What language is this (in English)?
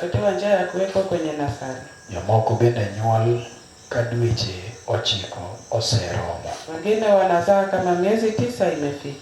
Luo (Kenya and Tanzania)